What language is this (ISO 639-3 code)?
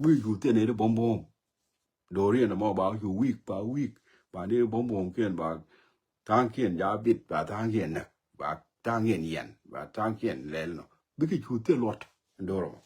nus